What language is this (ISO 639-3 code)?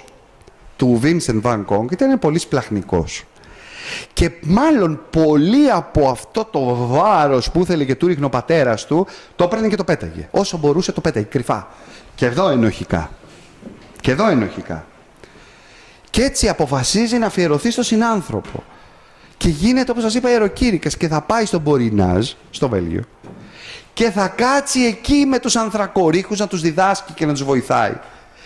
ell